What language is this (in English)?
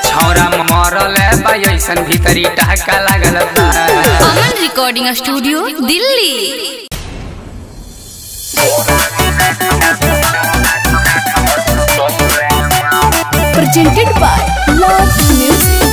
Bhojpuri